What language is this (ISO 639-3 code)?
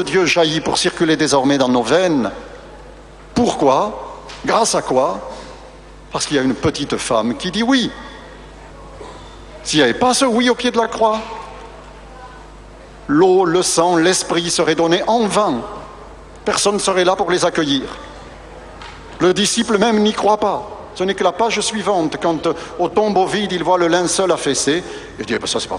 fra